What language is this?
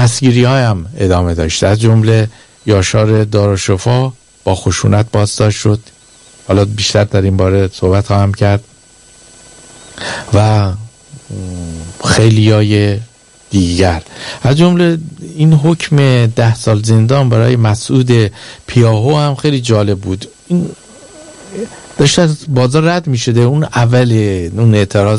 Persian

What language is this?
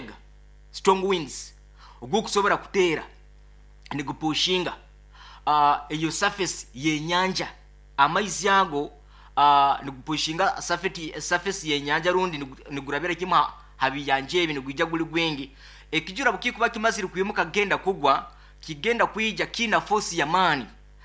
Nyoro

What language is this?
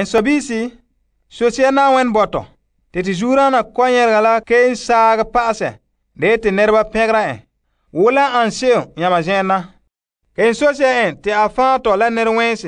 Frafra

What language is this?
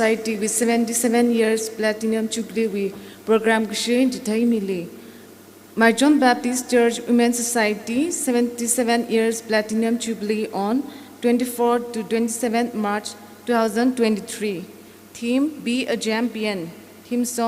Tangkhul Naga (India)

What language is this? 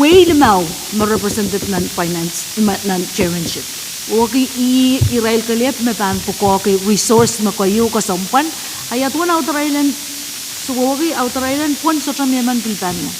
Pohnpeian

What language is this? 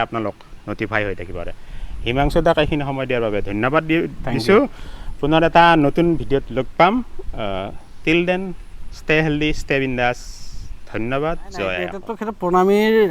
Assamese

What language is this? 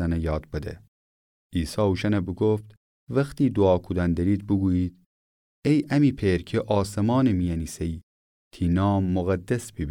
Gilaki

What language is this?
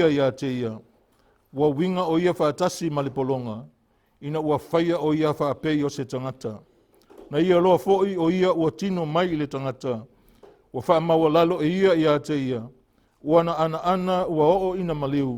Samoan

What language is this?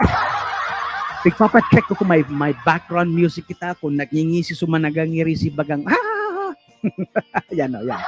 Bikol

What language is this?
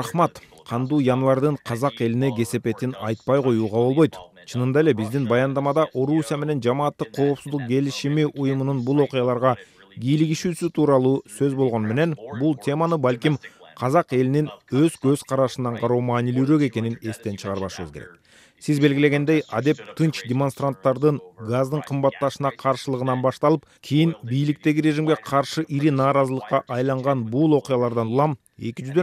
Kyrgyz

